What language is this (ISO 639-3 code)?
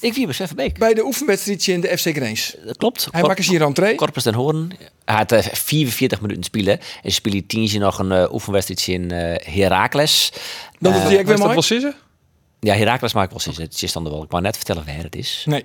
fry